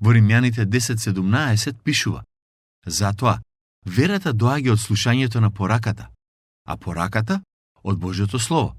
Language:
Macedonian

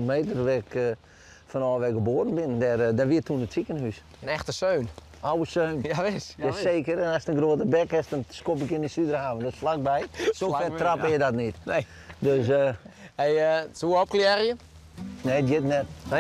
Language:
Western Frisian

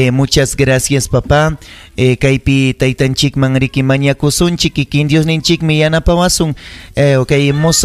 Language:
Ayacucho Quechua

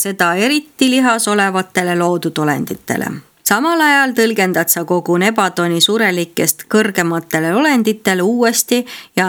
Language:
Estonian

